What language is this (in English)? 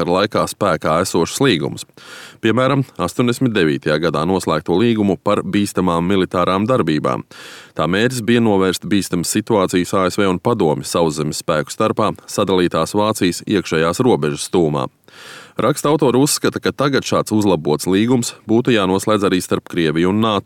Latvian